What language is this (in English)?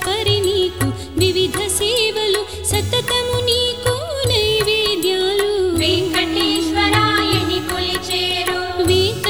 Telugu